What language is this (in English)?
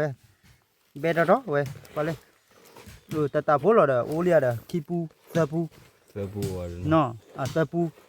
S'gaw Karen